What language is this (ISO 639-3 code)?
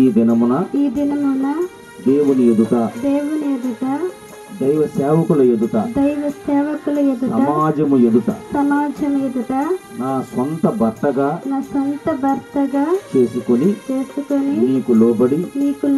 tel